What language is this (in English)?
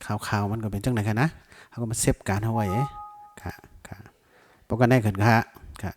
Shan